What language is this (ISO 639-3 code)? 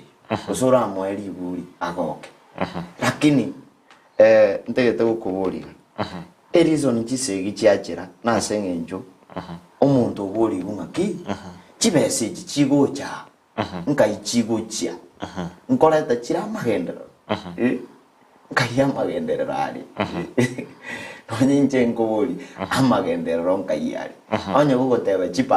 guz